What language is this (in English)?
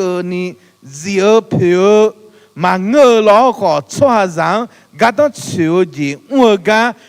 Akha